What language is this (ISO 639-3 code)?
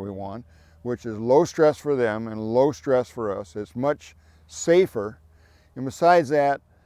eng